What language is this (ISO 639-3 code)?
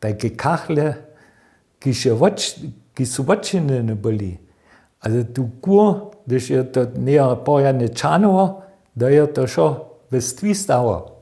hsb